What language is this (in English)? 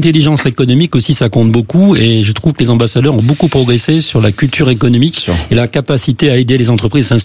French